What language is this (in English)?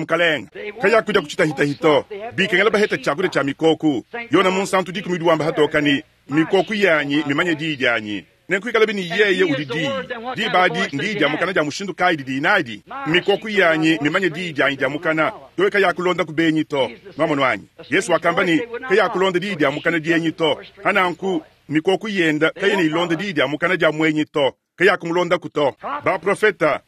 Luba-Lulua